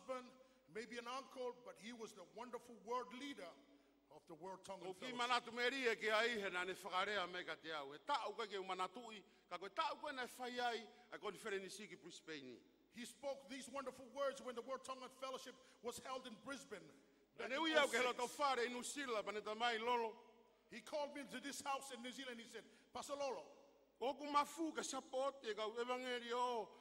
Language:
Tongan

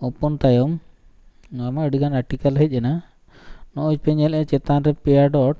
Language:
Santali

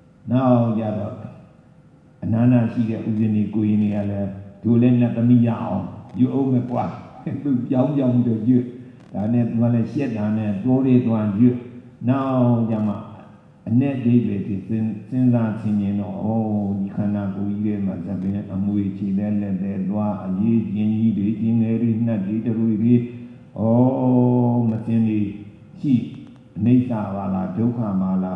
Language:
Burmese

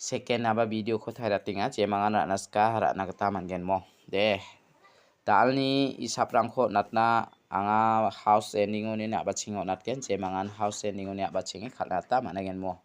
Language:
Garo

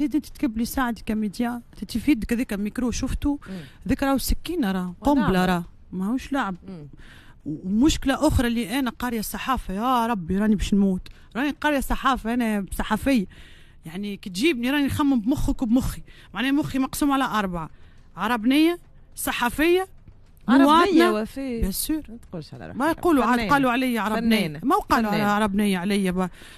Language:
Tunisian Arabic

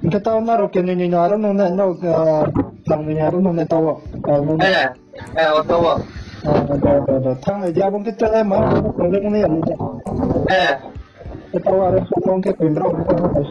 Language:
Riang (India)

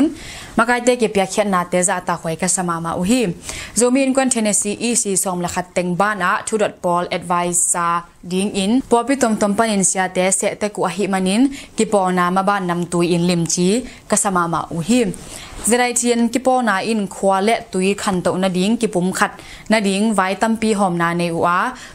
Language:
Tedim Chin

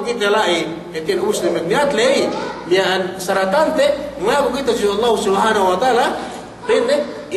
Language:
Yakan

